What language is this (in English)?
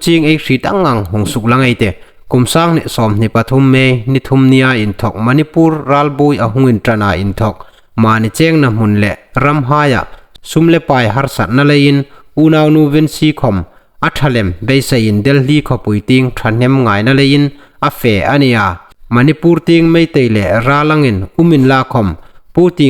Hmar